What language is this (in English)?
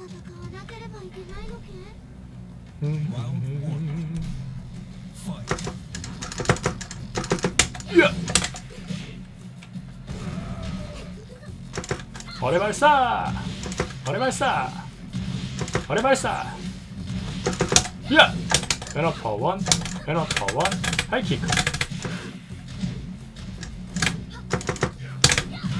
Korean